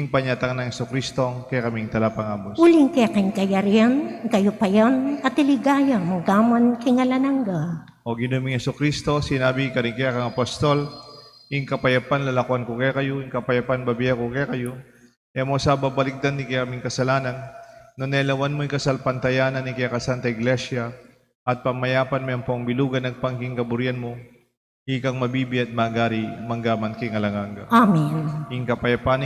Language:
Pampanga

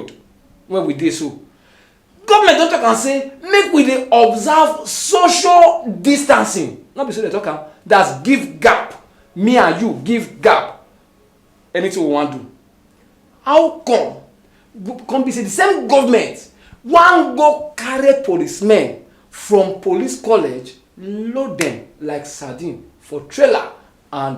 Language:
Nigerian Pidgin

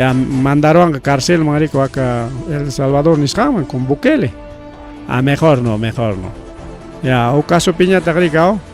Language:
Ayacucho Quechua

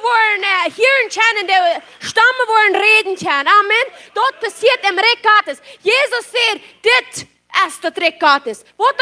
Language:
Plautdietsch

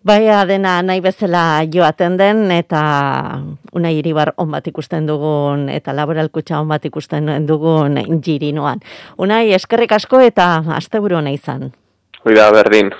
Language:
Basque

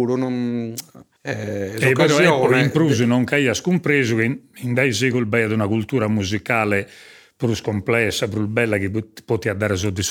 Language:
Sardinian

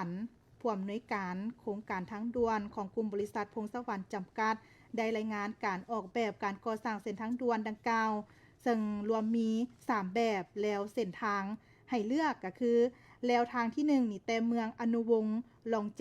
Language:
Lao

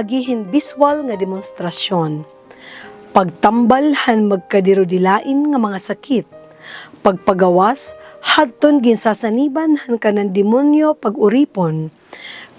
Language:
Waray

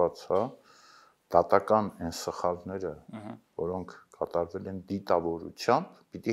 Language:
Armenian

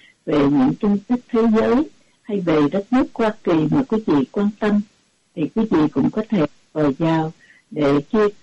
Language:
Vietnamese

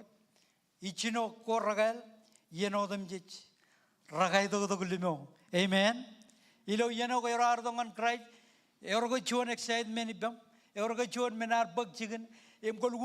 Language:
Marshallese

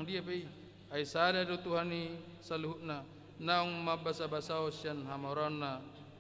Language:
Batak Toba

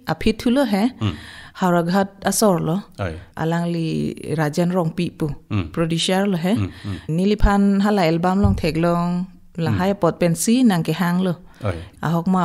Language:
Karbi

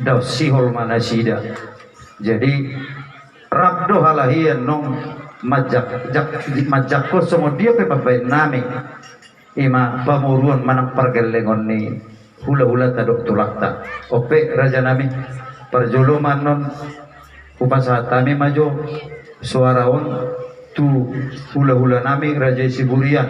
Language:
Batak Toba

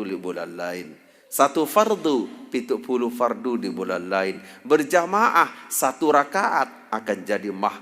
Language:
Sasak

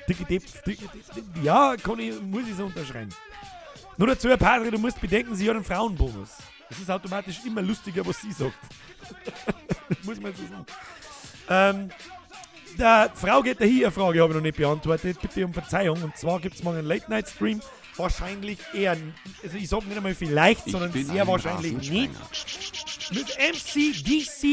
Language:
Bavarian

